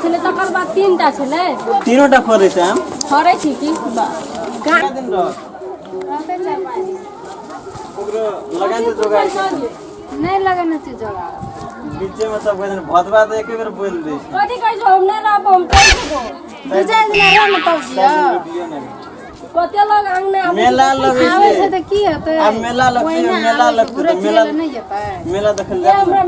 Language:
Maithili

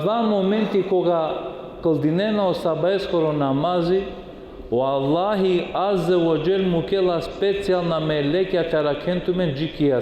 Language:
Balkan Romani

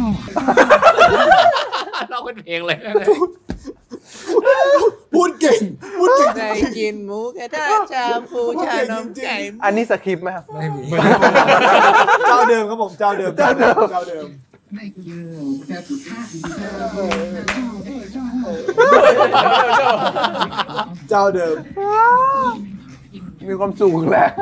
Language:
Thai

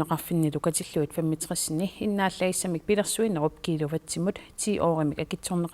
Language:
Kalaallisut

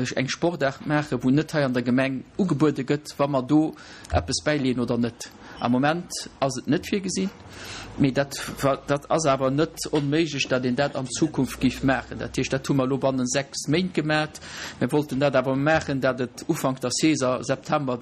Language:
Luxembourgish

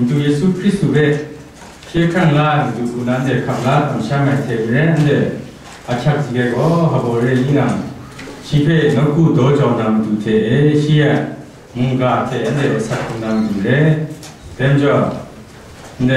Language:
Kachin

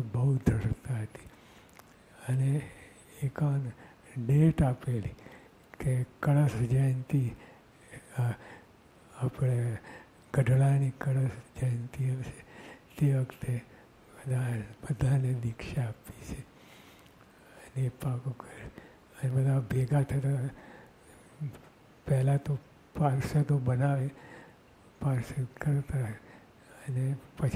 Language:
Gujarati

